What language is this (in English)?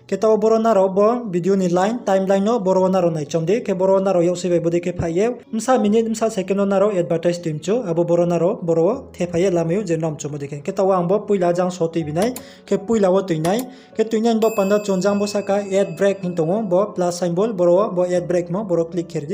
Riang (India)